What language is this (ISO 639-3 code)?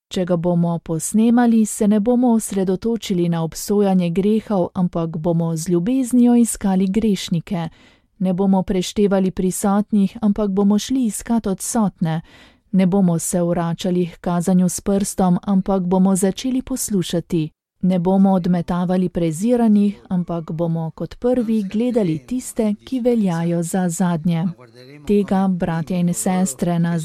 slv